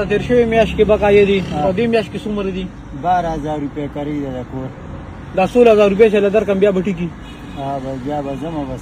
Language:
Pashto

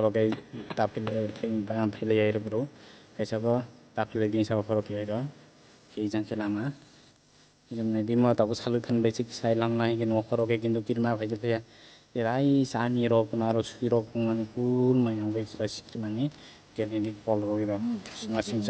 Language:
Kok Borok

